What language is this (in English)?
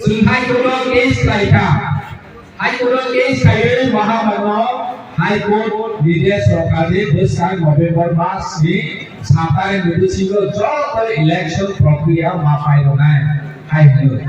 Kok Borok